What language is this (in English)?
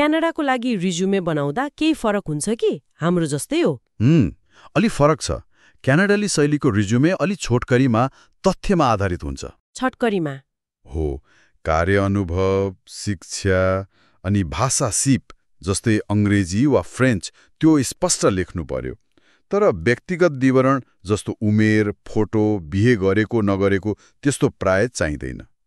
Nepali